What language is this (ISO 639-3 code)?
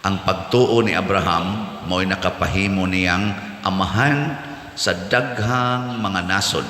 ceb